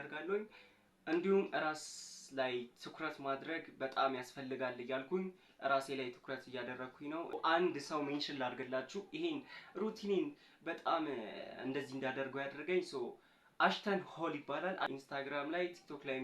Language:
Amharic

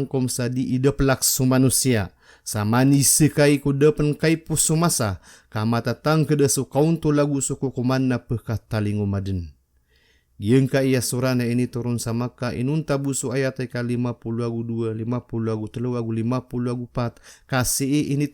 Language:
Maranao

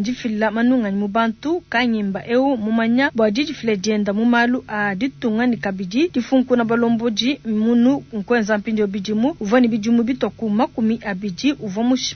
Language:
Luba-Lulua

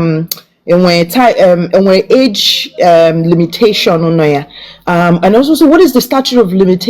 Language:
Igbo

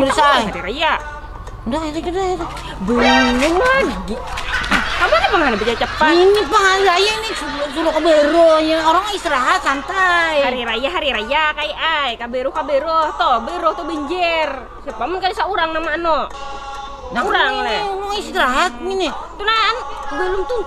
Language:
Banjar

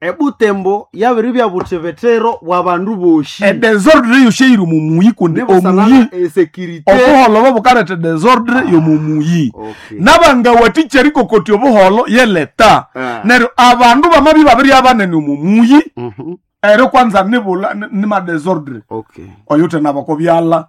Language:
Nande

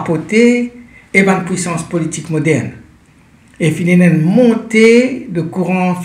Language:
Morisyen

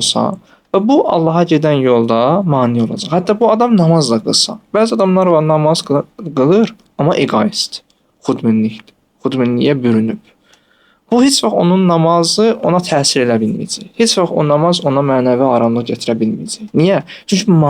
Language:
Azerbaijani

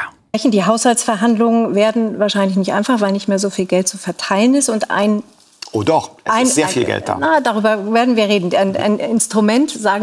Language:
German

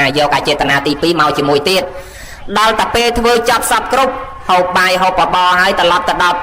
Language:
Khmer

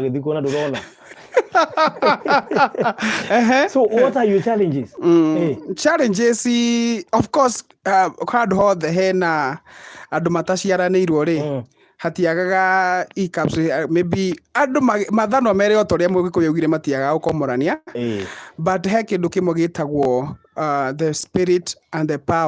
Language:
Kikuyu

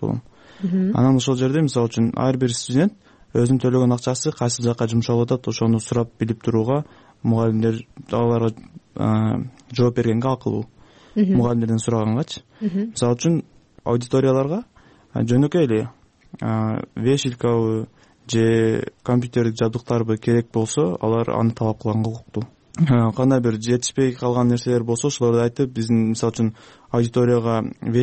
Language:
Kyrgyz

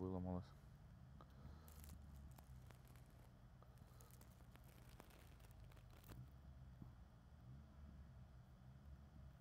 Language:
Ukrainian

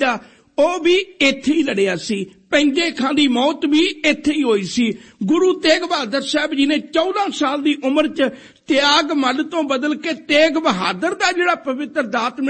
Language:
Punjabi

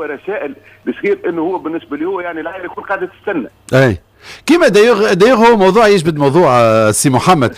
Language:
Tunisian Arabic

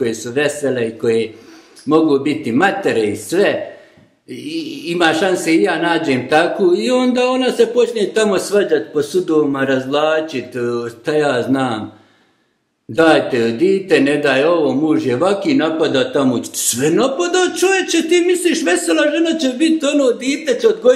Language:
Bosnian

